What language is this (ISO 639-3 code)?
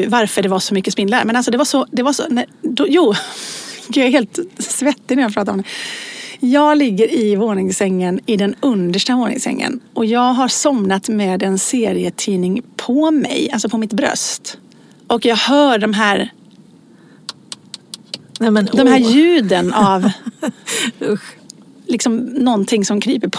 swe